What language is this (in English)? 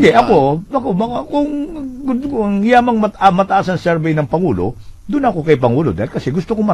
Filipino